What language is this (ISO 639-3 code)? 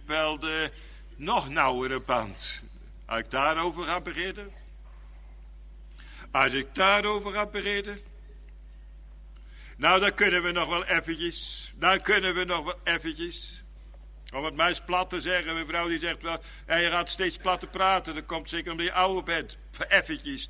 nld